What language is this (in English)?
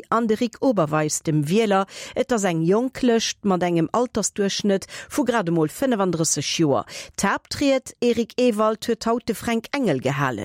Luxembourgish